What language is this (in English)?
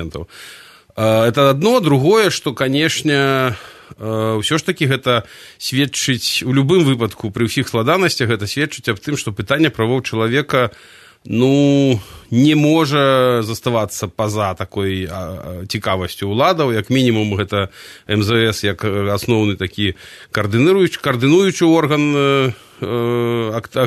Belarusian